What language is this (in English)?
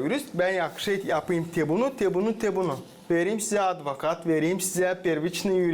Gagauz